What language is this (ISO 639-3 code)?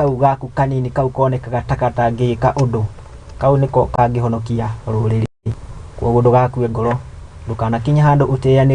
kik